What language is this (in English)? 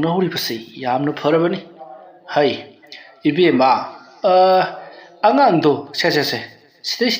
Manipuri